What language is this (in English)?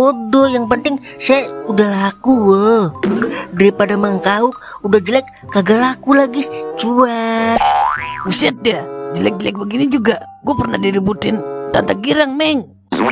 Betawi